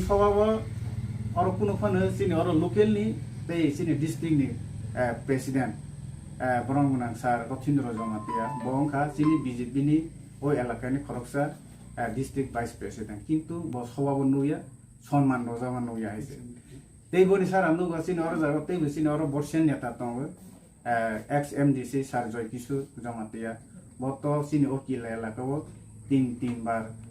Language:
Kok Borok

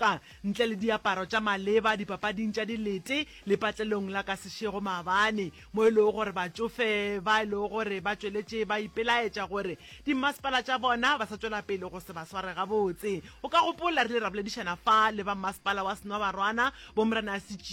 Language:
Northern Sotho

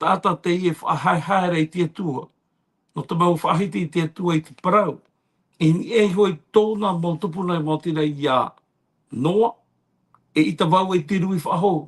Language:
Tahitian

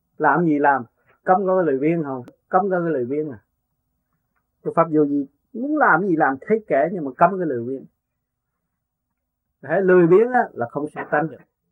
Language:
Vietnamese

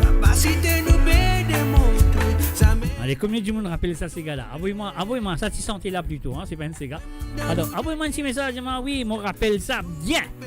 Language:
Morisyen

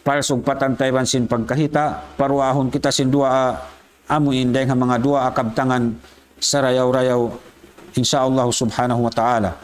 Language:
Tausug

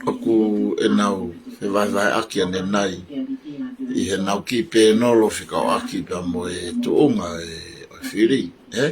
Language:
Tongan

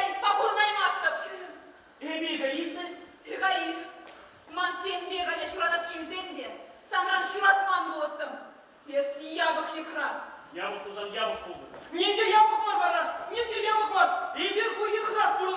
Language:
Chuvash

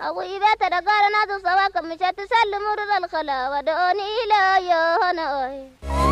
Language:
Kanuri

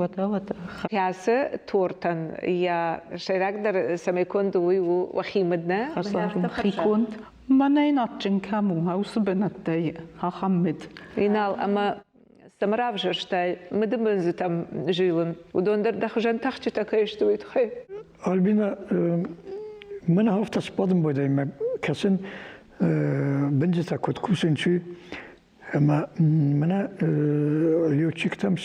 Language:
Ossetic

